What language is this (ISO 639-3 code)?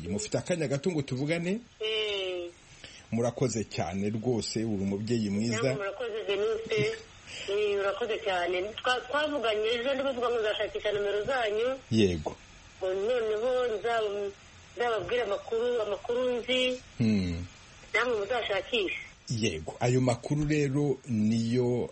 kin